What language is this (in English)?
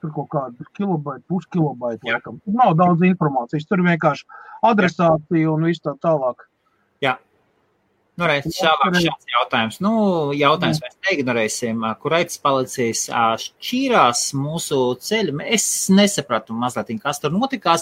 Latvian